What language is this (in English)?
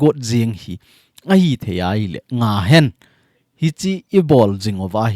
Thado Chin